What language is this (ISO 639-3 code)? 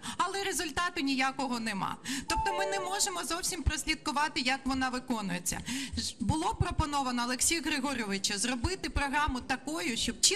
ukr